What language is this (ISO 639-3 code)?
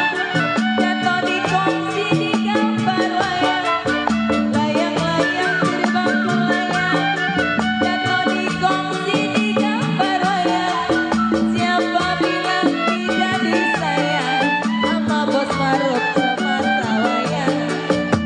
bew